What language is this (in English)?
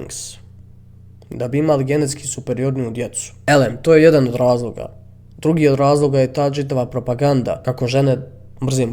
Bosnian